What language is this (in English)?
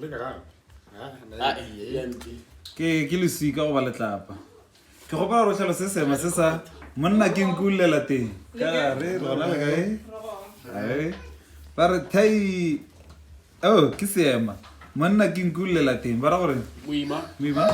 Northern Sotho